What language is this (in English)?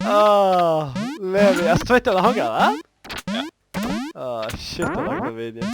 Faroese